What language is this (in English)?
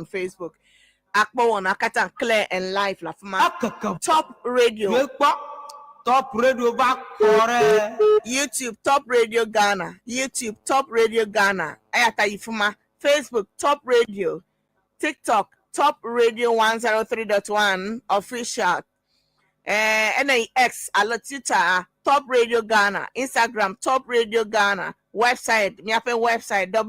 Ewe